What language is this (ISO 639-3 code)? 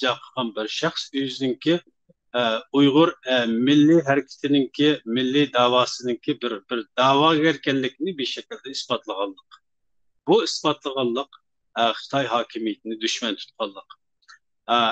uig